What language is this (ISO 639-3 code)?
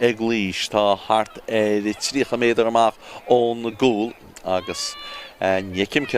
gle